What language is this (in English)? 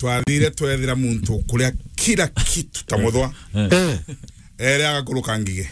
Meru